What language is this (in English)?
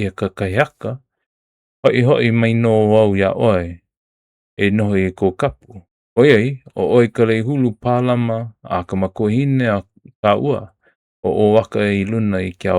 Hawaiian